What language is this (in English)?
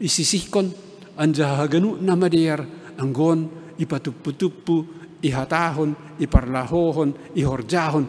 Batak Simalungun